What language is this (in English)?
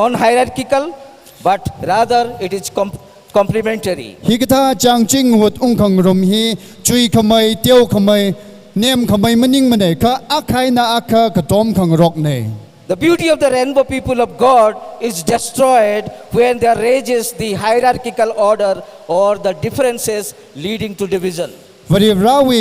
Tangkhul Naga (India)